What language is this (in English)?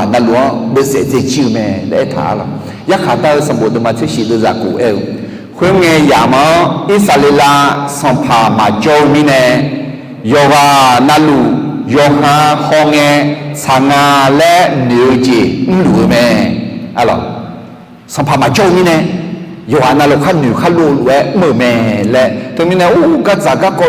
Akha